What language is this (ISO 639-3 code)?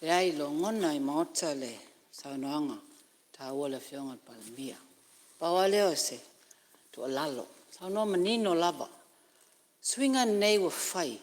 smo